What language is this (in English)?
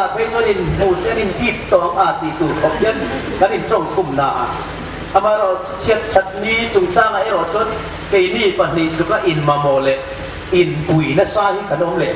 Hmar